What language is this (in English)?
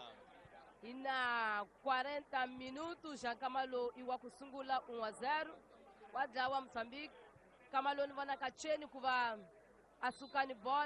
Tsonga